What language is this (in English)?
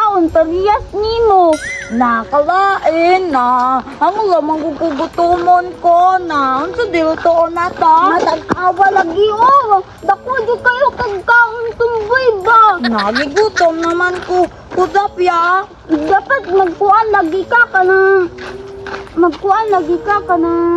Cebuano